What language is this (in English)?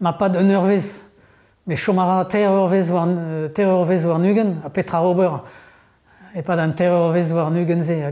Breton